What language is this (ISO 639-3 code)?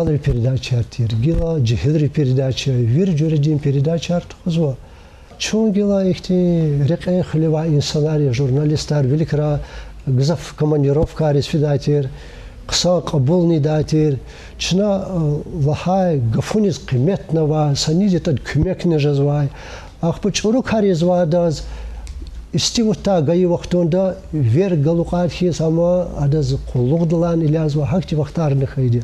lez